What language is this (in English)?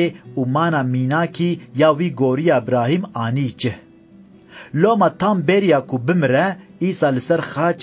Kurdish